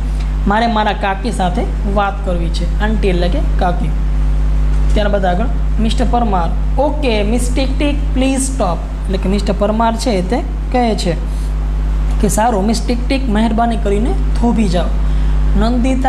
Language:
Gujarati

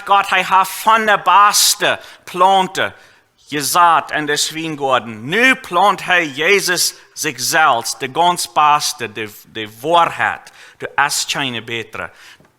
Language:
Plautdietsch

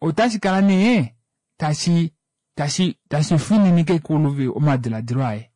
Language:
Kuanyama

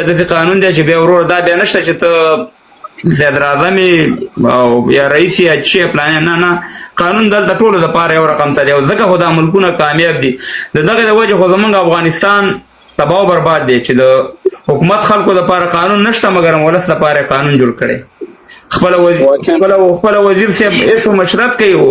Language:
Pashto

